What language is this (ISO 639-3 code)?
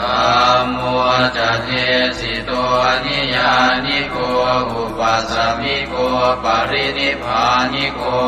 pli